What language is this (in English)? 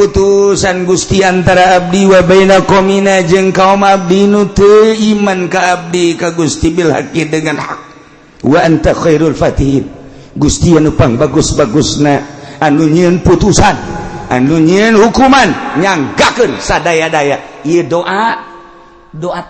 Sundanese